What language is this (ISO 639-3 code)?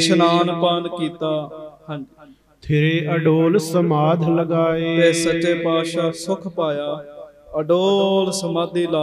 pan